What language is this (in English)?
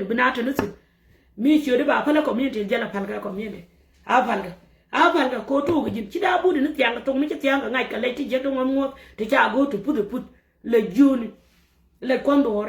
Nuer